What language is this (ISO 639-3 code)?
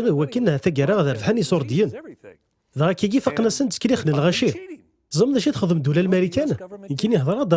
kab